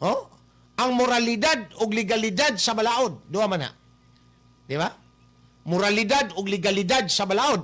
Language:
Cebuano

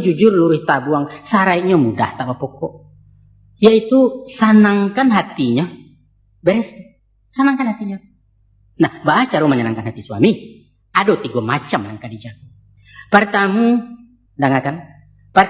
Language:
Minangkabau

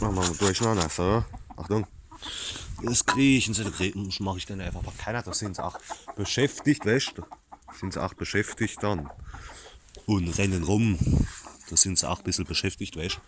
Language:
Palatine German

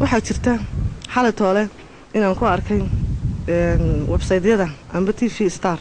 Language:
Somali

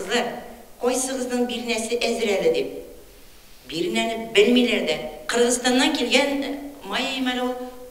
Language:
Tatar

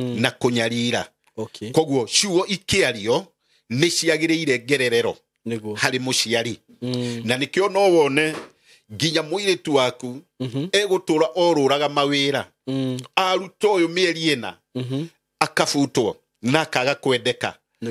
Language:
Kikuyu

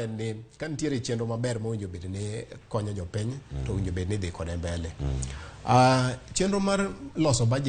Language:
Luo (Kenya and Tanzania)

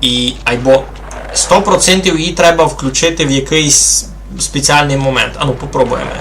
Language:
Rusyn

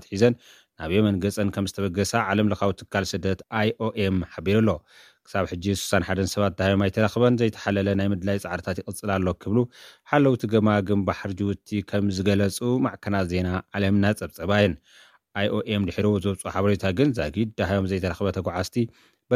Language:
Tigrinya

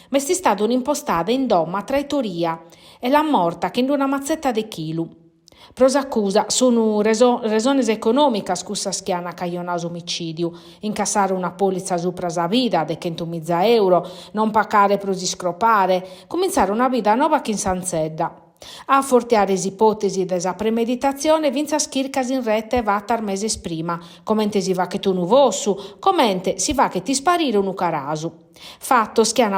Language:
Sardinian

